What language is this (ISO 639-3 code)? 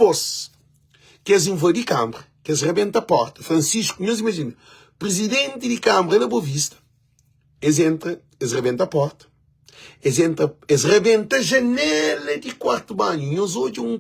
kea